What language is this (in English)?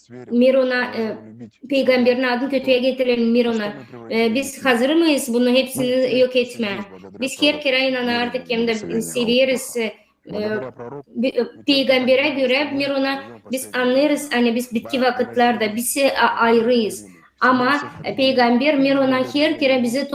Gagauz